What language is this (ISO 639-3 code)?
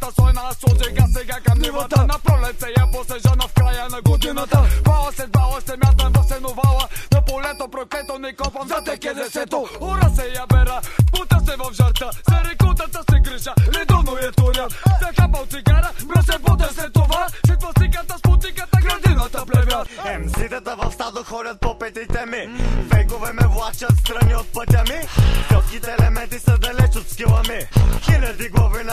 bul